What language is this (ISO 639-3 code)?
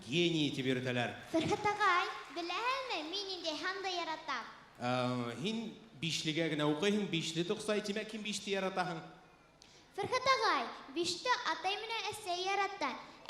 bak